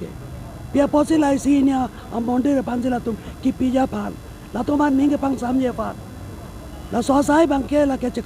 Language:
Karbi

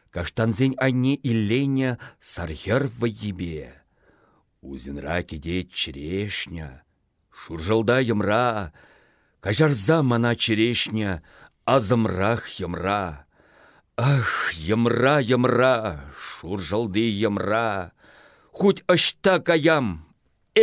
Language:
Chuvash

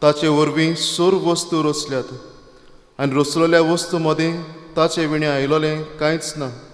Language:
Konkani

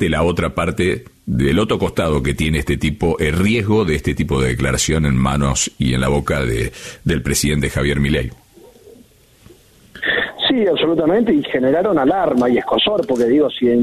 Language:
Spanish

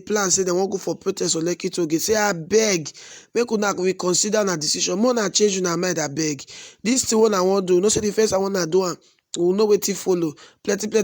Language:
Nigerian Pidgin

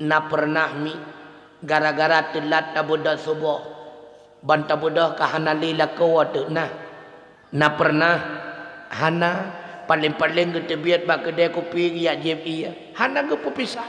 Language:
Achinese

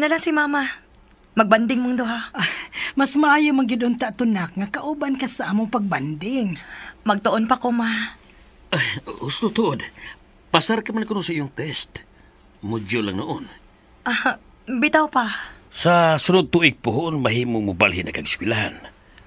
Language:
Cebuano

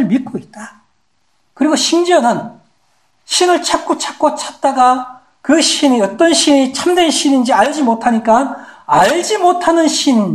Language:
Korean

